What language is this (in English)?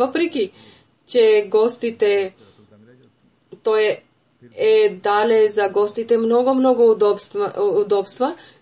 Bulgarian